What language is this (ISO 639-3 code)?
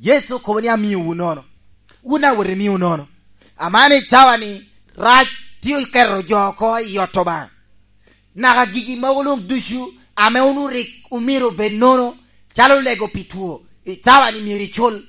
laj